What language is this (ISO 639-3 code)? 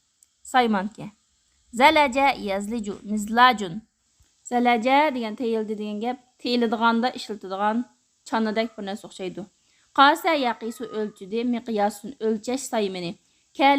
uig